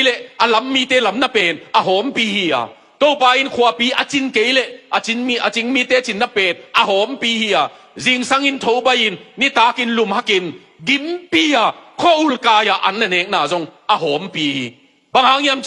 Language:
Tedim Chin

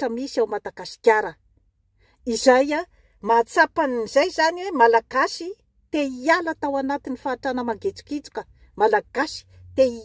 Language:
Malagasy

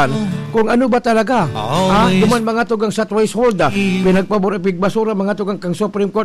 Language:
Bikol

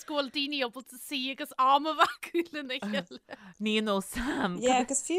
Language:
Irish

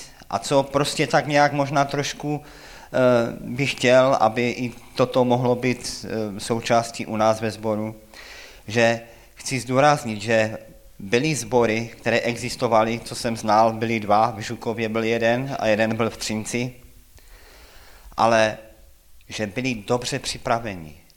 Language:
Czech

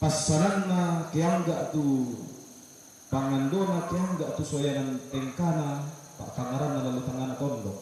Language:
Toraja-Sa'dan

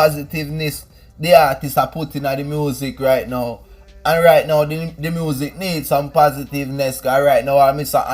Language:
Jamaican Creole English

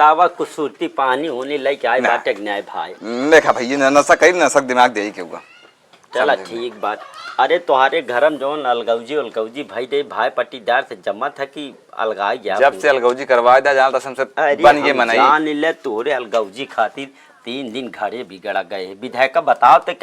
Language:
Awadhi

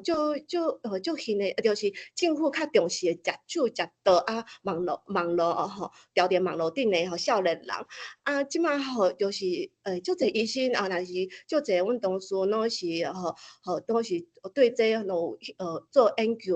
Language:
Min Nan Chinese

